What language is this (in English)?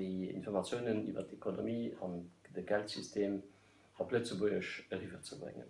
Luxembourgish